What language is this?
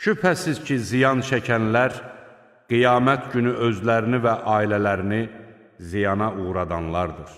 Azerbaijani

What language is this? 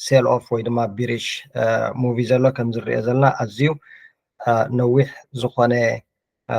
Tigrinya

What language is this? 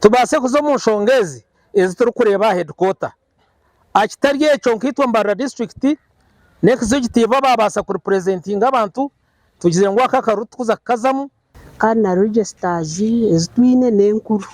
Nyankole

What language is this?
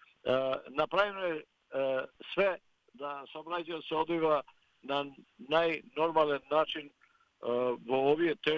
Macedonian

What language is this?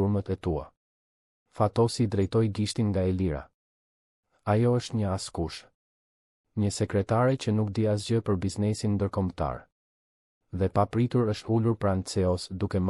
Albanian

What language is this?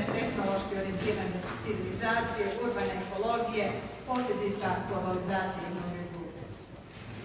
Croatian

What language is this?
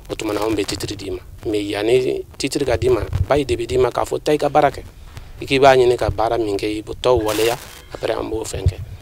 Bambara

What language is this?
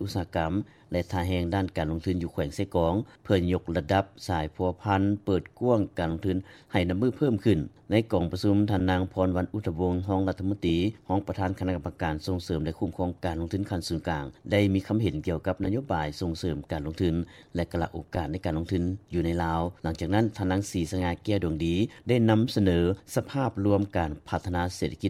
Lao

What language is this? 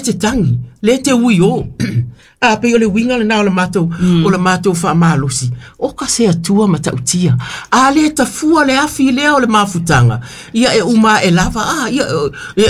Samoan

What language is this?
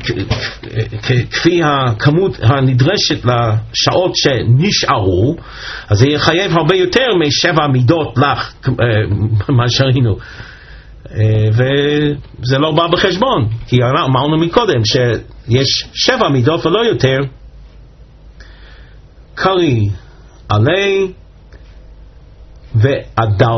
Hebrew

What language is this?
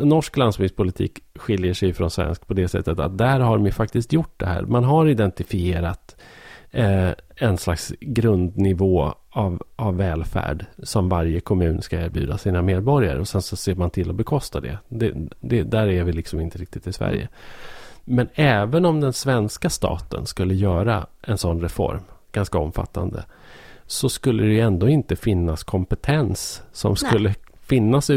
Swedish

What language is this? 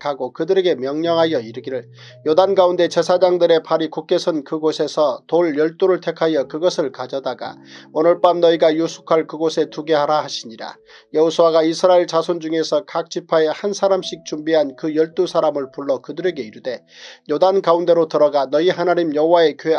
Korean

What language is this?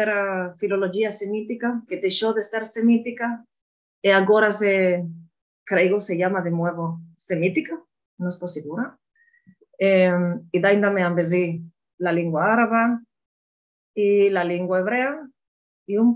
Ladino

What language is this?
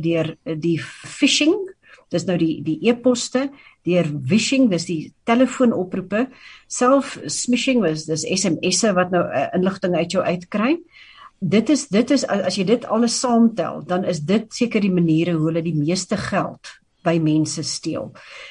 Afrikaans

